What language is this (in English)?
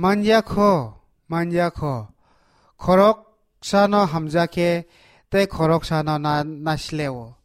Kok Borok